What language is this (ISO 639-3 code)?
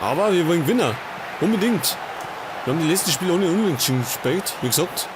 bar